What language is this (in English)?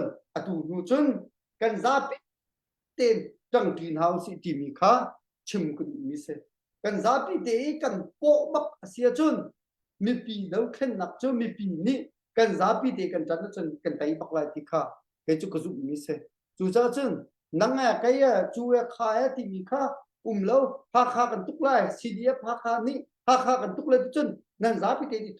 Hakha Chin